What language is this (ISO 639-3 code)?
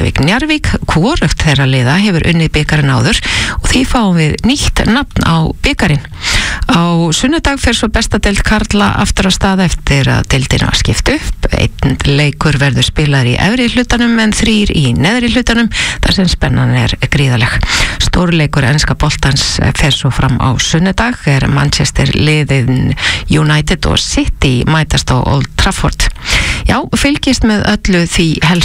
isl